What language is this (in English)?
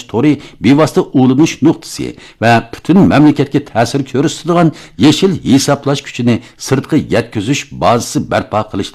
Uyghur